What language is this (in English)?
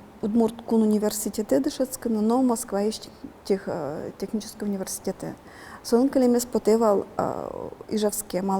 Udmurt